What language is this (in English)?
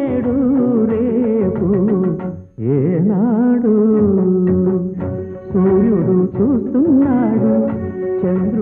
Telugu